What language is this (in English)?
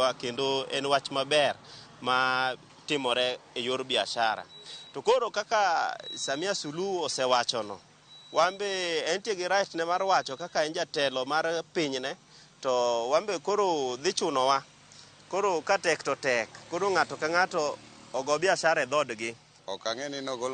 Luo (Kenya and Tanzania)